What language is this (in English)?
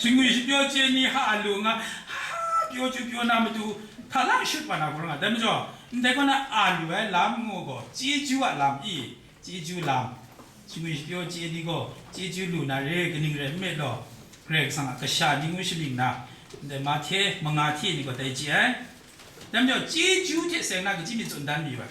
Kachin